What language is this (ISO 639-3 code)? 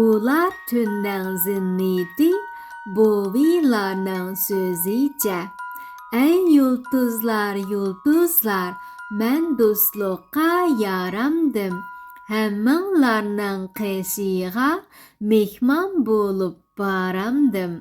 uig